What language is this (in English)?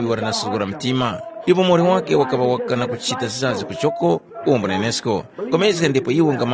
Tumbuka